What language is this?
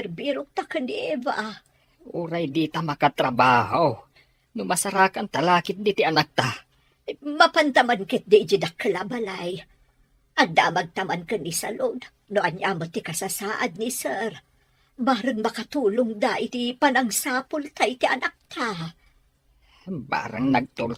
Iloko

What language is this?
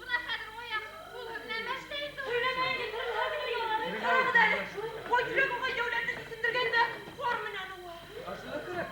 Bashkir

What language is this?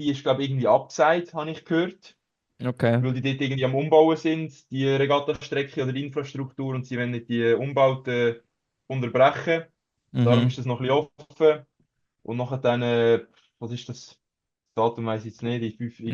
Swiss German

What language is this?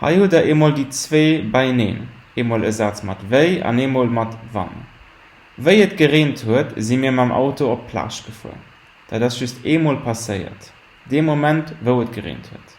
Luxembourgish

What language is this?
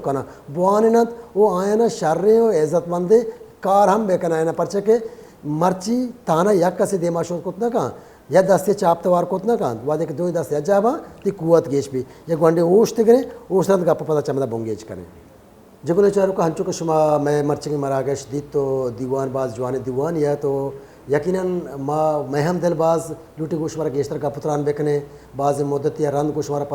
Baluchi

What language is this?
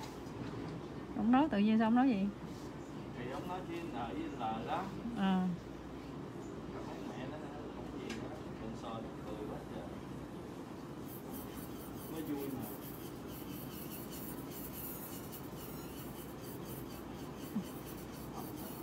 Vietnamese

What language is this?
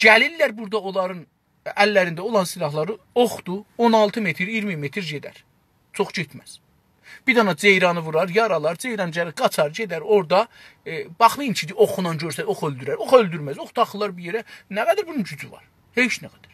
South Azerbaijani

